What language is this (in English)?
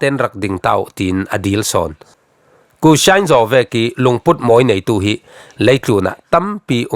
Falam Chin